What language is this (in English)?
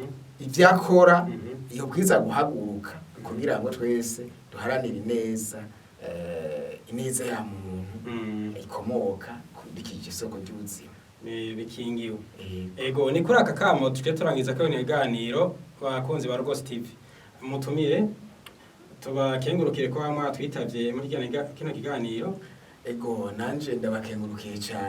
Rundi